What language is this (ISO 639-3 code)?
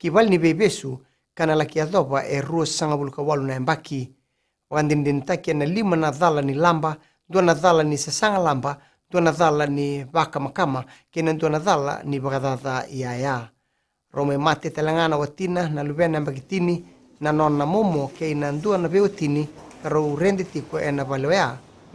fij